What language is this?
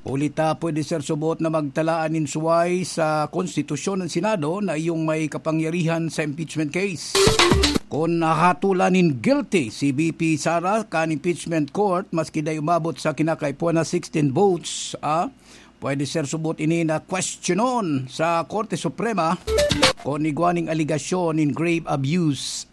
Bikol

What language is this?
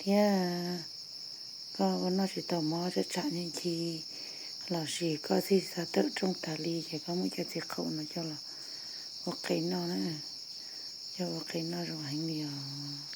Hmong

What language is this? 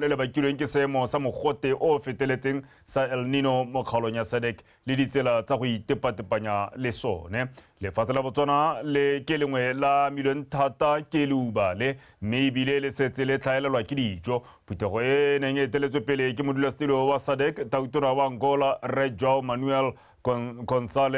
Tswana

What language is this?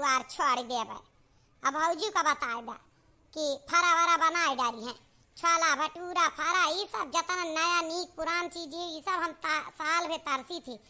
Awadhi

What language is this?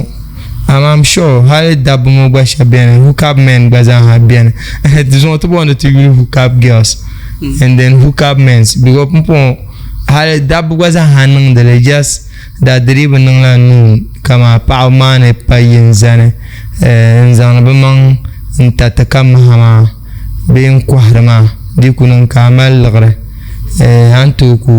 Dagbani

